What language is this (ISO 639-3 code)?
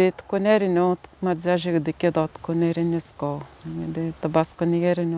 atj